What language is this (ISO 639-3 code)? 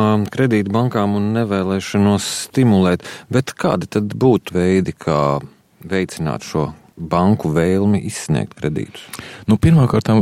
lav